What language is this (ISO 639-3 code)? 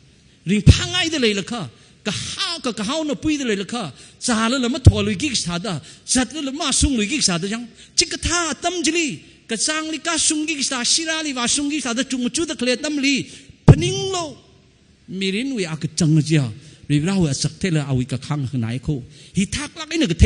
nmf